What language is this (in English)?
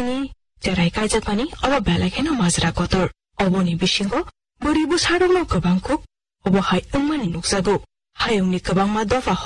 Kok Borok